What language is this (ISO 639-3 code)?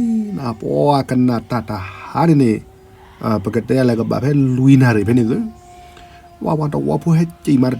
ksw